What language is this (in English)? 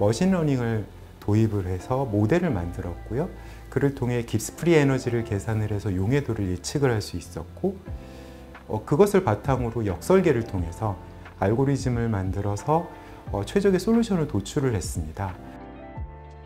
Korean